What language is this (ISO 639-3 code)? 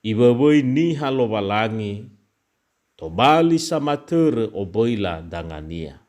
nia